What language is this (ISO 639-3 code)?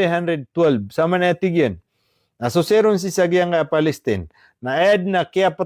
mrw